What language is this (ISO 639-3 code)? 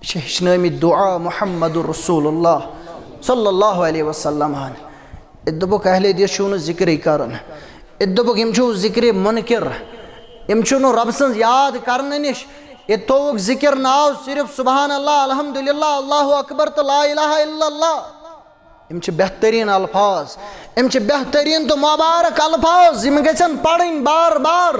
kas